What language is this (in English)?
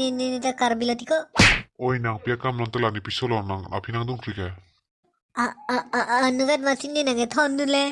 Karbi